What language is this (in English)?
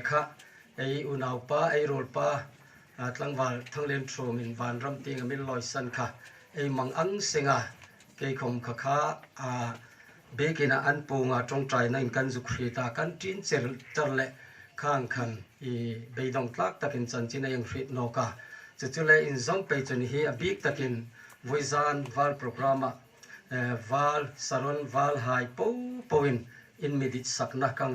Hmar